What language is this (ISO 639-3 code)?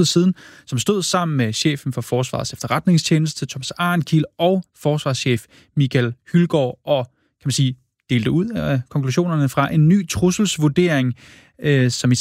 dan